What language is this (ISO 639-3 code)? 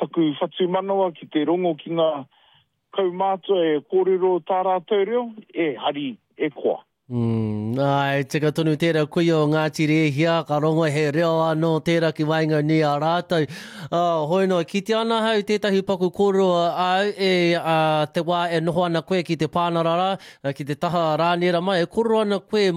mri